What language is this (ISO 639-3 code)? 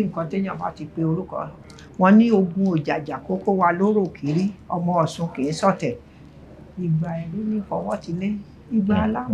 yor